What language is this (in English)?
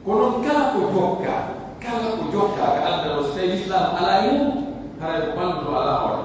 Pular